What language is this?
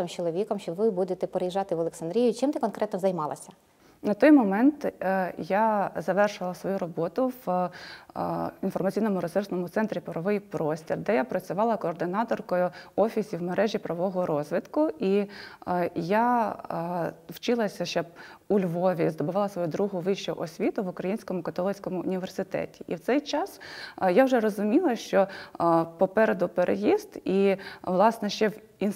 Ukrainian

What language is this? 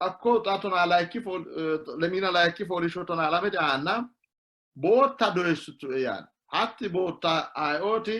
Sidamo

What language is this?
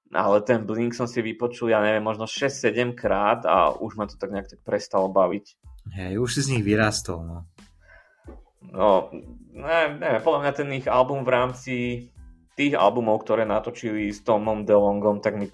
Slovak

